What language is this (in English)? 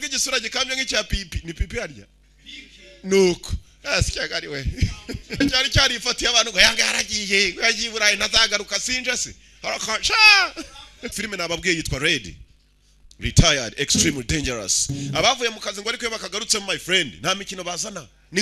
Kinyarwanda